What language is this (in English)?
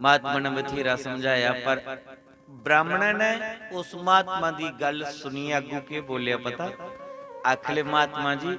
Dogri